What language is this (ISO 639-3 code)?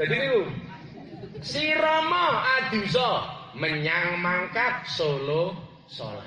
jav